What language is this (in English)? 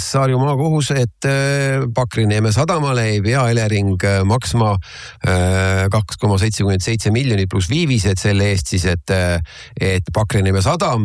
Estonian